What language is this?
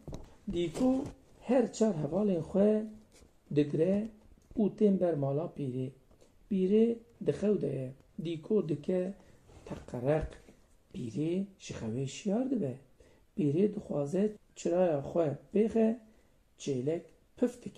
Kurdish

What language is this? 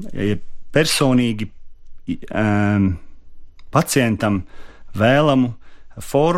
Latvian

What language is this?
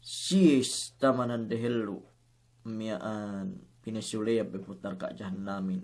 Yakan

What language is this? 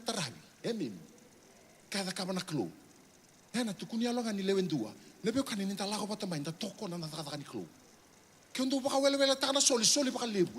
Fijian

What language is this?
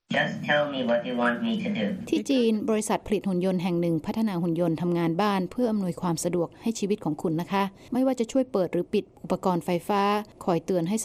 Thai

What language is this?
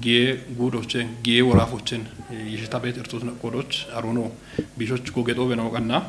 Kafa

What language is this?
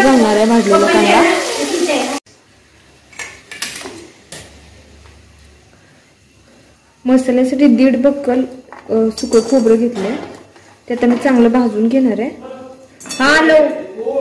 Marathi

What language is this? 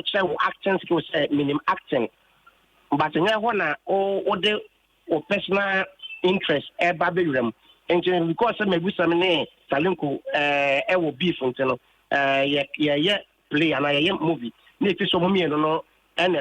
Akan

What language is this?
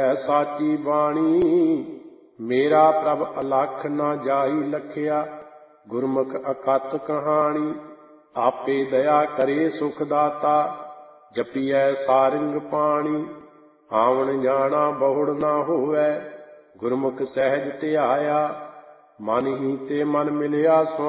Punjabi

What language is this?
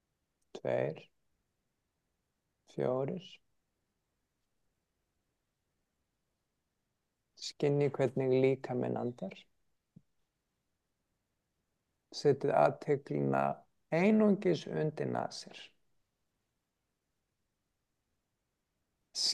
Icelandic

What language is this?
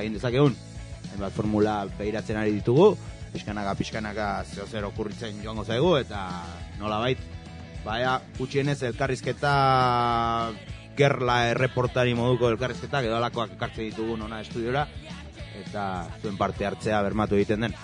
Basque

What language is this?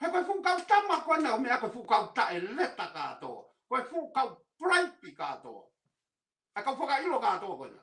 Tongan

